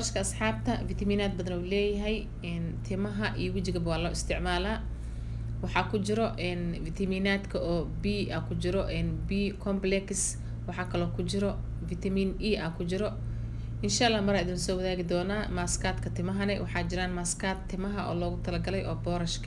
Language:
Somali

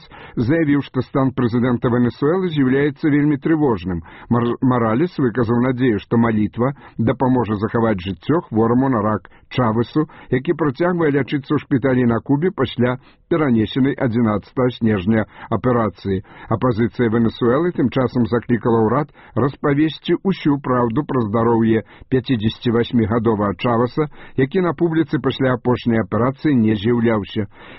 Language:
Belarusian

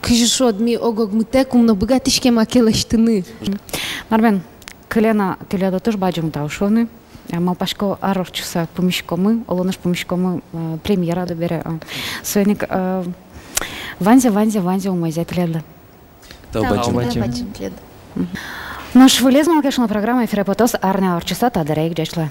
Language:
Udmurt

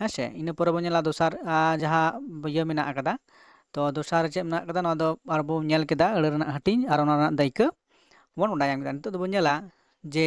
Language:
Santali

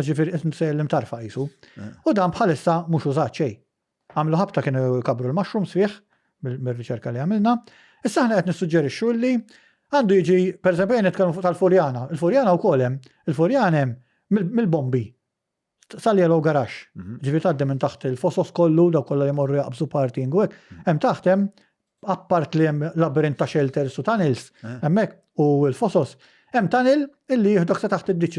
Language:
Maltese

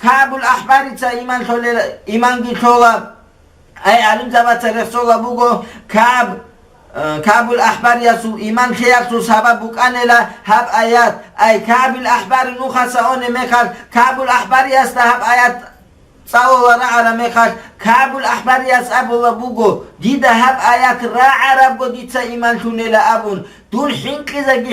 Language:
Avaric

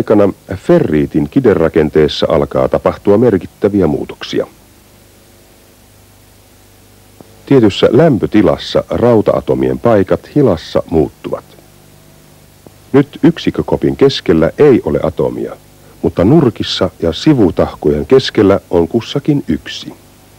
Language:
Finnish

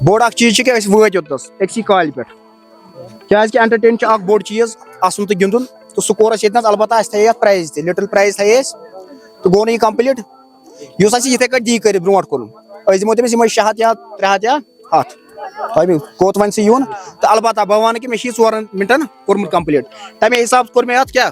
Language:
Kashmiri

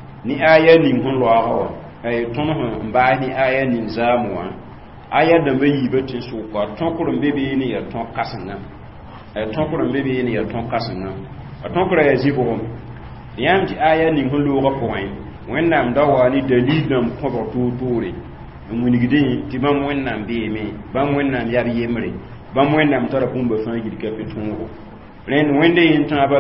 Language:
Mossi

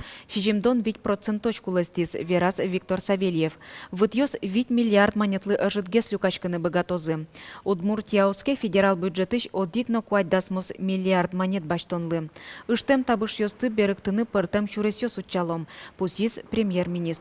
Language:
Udmurt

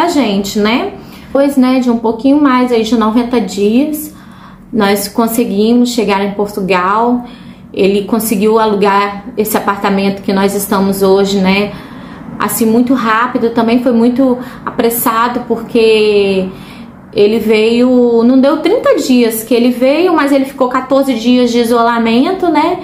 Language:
Portuguese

